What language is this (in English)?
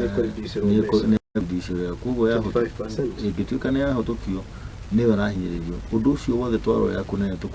Kikuyu